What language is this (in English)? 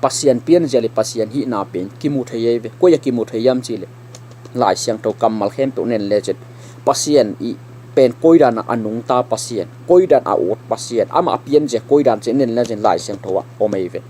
Tedim Chin